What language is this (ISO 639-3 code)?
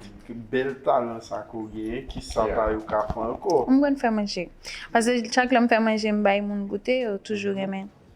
hat